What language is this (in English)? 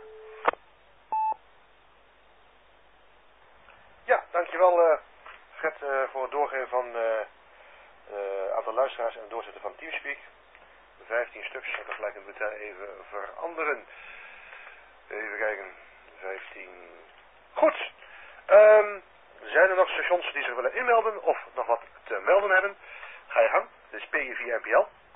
Dutch